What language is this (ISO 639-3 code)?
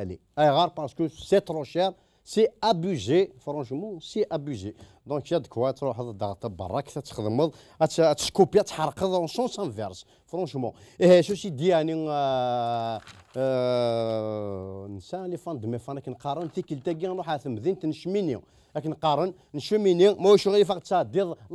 kab